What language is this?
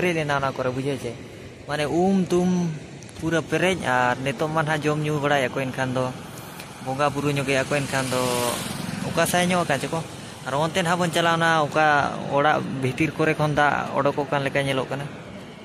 Santali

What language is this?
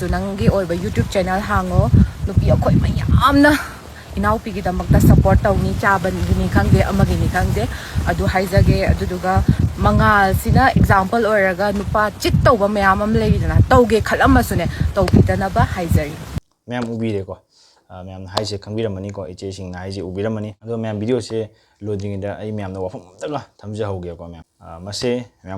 Manipuri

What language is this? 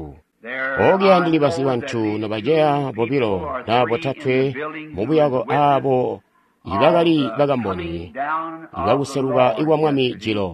Tonga (Zambia)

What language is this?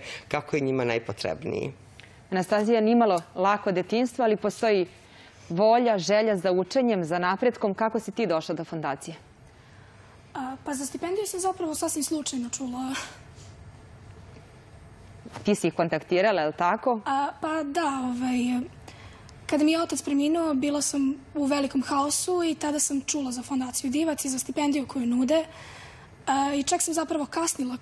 Serbian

